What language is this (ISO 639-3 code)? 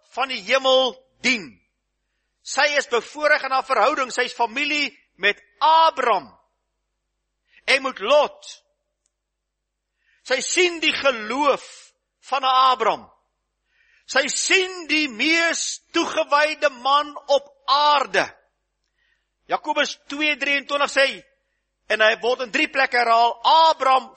afr